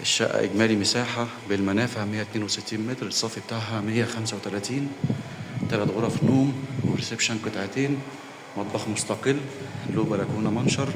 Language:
Egyptian Arabic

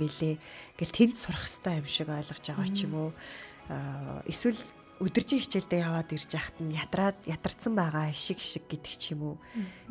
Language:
Mongolian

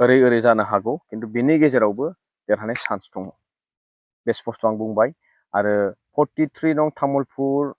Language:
Bodo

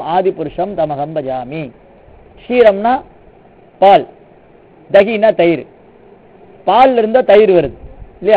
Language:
Tamil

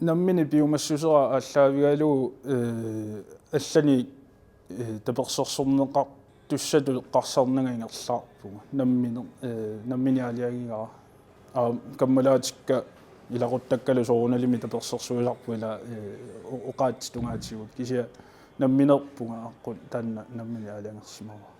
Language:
Kalaallisut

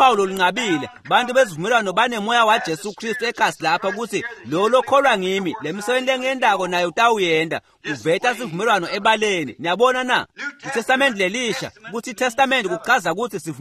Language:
Swati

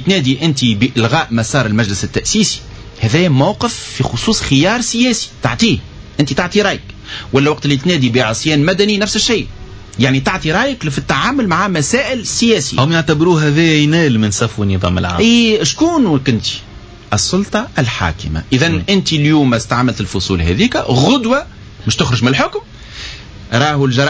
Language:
Tunisian Arabic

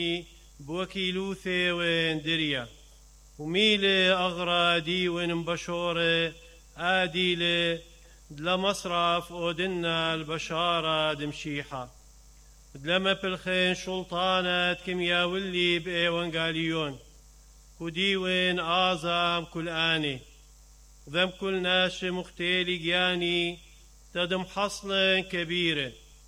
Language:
Mesopotamian Arabic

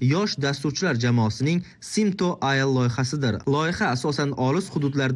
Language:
Uzbek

